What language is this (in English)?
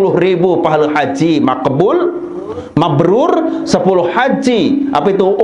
Sasak